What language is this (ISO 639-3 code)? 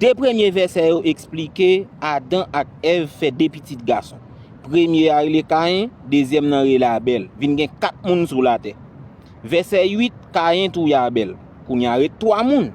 hat